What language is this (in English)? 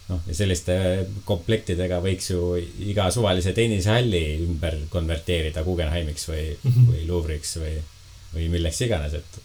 Estonian